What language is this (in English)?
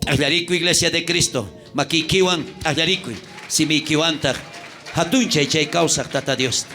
South Bolivian Quechua